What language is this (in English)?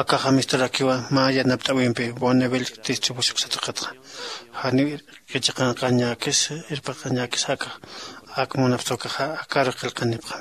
Aymara